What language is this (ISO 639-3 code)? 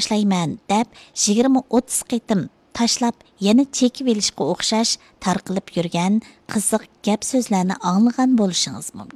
uig